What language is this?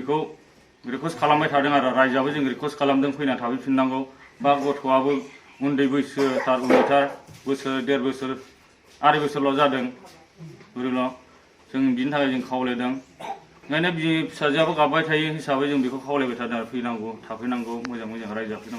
Bodo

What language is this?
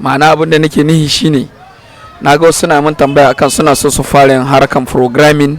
Hausa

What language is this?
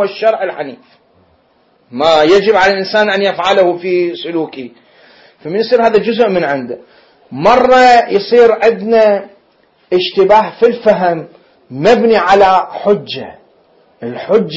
Mesopotamian Arabic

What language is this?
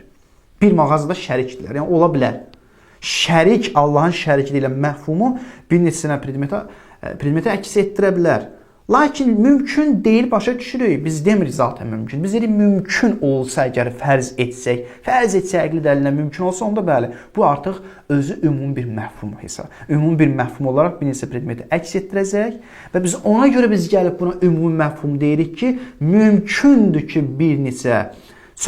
Azerbaijani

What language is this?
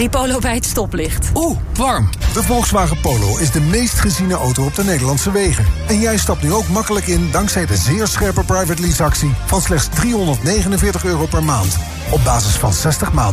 Dutch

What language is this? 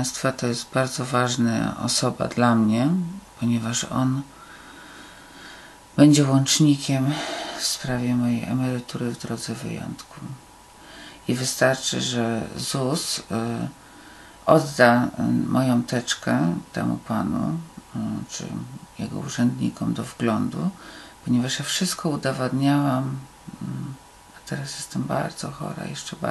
Polish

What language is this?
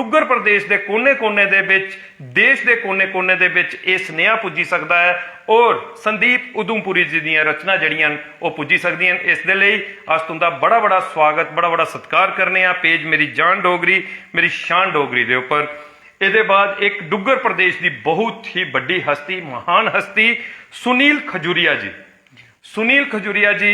Dogri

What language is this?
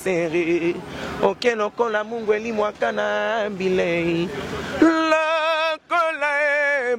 Lingala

